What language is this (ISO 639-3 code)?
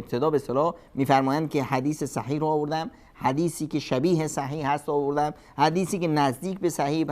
fas